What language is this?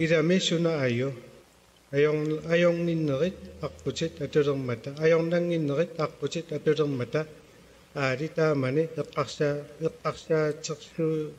Kalaallisut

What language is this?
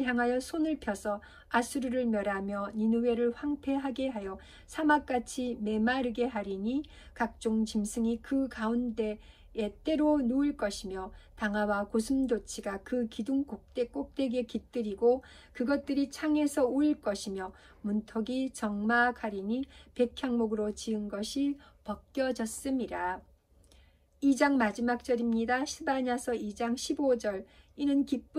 Korean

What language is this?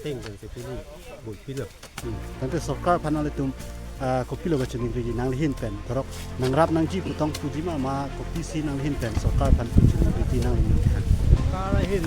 Karbi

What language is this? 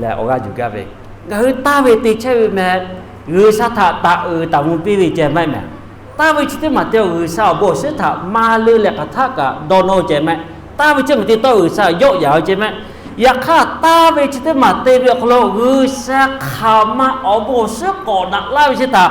Lahu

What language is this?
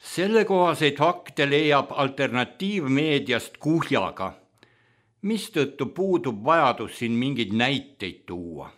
Estonian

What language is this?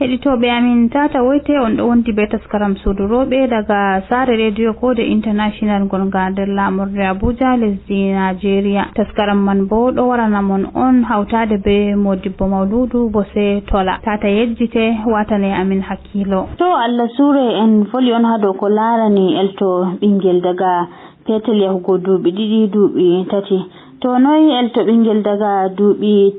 Fula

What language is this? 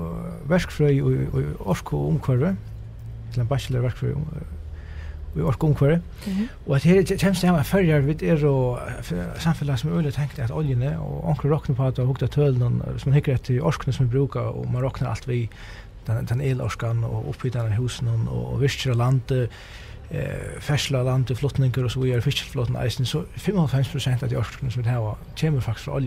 Faroese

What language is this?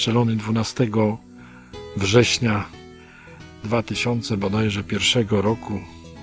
Polish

